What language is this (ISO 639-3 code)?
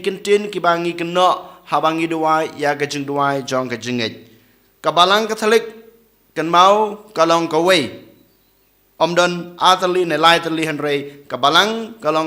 kha